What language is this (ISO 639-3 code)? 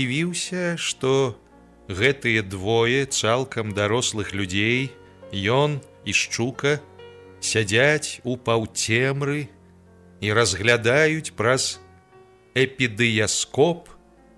bel